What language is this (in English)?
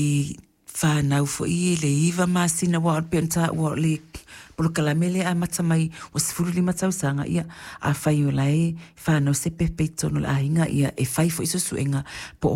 Samoan